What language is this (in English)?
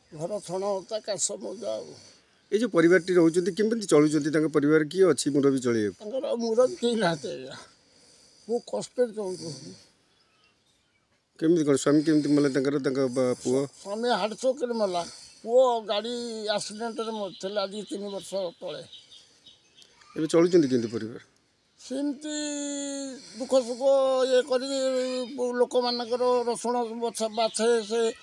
Odia